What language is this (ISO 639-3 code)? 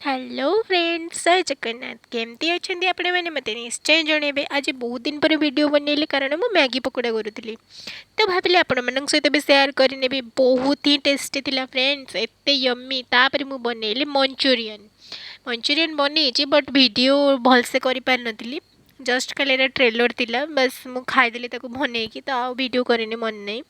ori